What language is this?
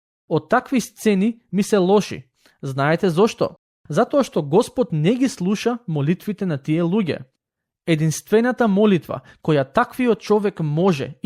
Macedonian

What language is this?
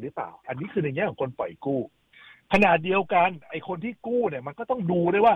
Thai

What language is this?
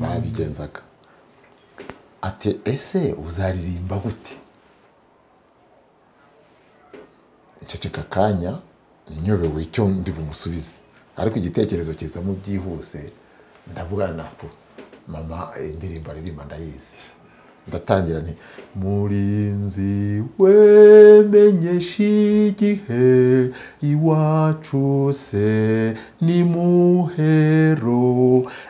Kinyarwanda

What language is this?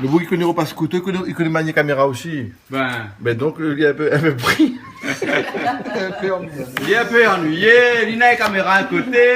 Réunion Creole French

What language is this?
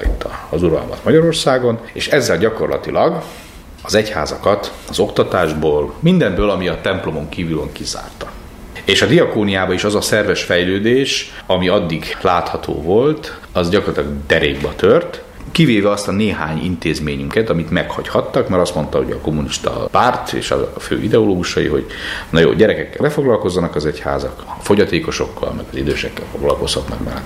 Hungarian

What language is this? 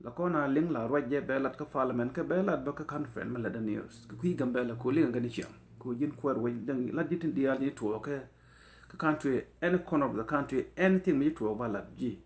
Nuer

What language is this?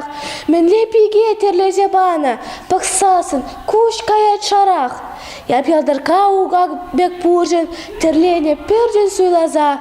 Chuvash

